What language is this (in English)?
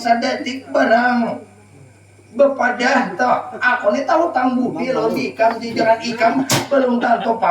Banjar